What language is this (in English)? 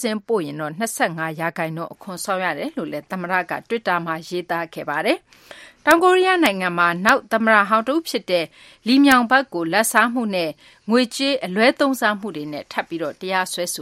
Burmese